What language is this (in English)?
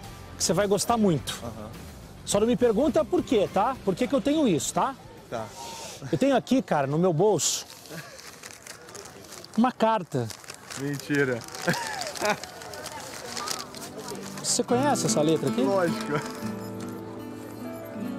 Portuguese